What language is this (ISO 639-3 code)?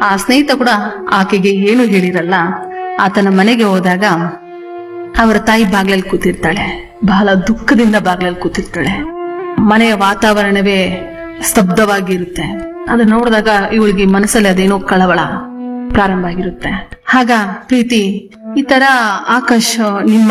kan